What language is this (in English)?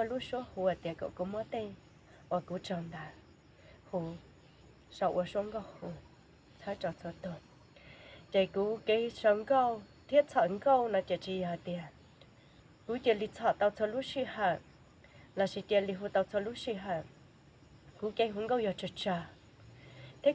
Hmong